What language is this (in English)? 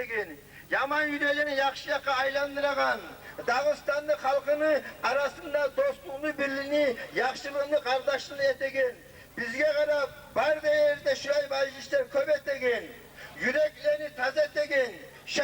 Kumyk